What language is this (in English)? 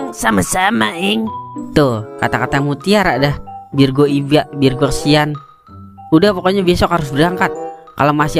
Betawi